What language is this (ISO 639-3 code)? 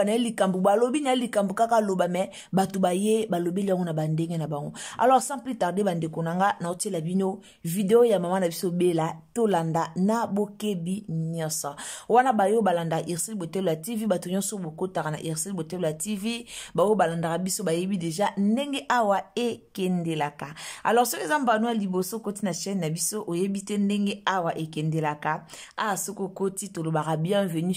lin